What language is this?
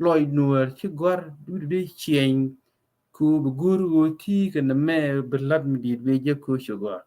Nuer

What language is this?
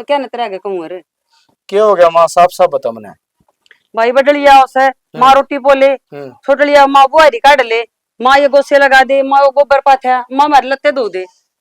Haryanvi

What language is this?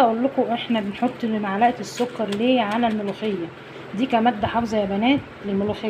Egyptian Arabic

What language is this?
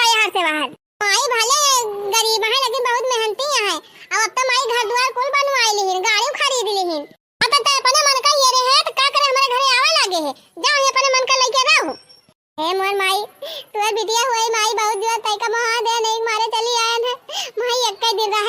Awadhi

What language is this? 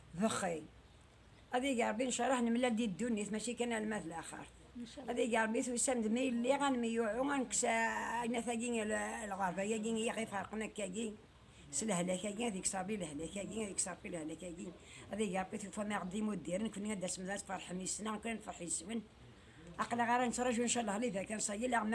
Kabyle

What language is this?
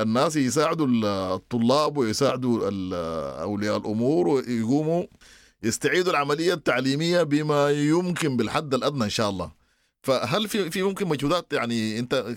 Sudanese Arabic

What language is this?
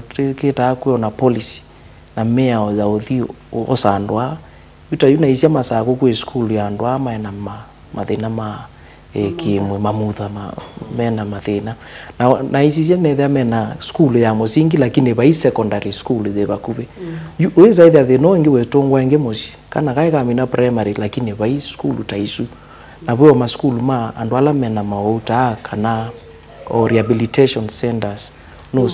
Kamba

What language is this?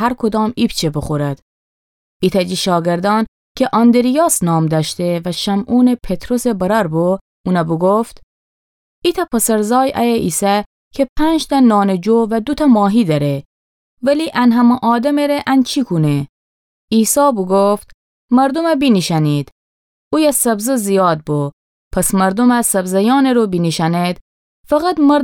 Gilaki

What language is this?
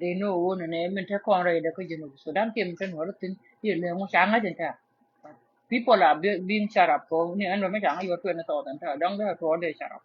Nuer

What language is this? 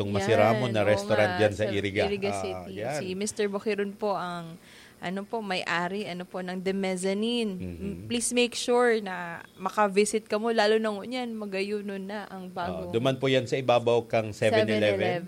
Bikol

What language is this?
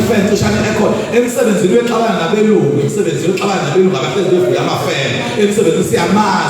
Zulu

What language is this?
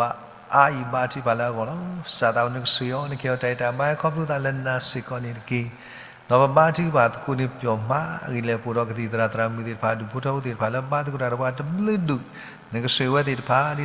S'gaw Karen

